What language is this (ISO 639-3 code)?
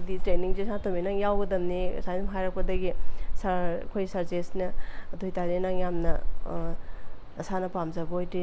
mni